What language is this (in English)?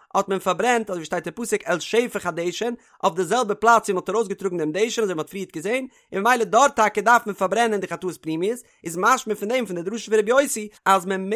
Yiddish